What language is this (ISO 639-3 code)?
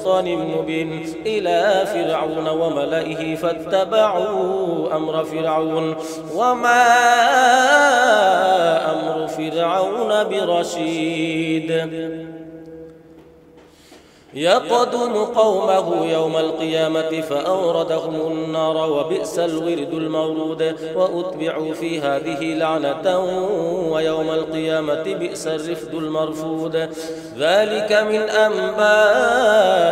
ara